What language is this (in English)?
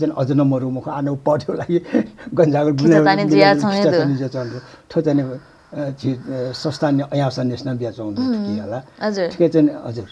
Newari